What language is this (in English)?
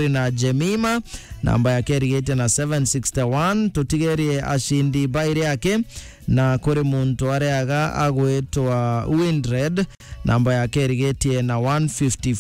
Meru